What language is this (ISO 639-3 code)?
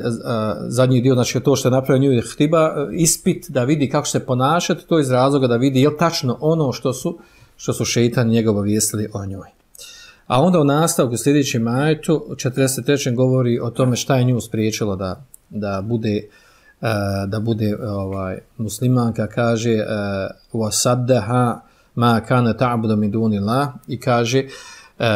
bos